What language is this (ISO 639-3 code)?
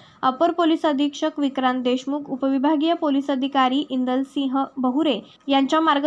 mar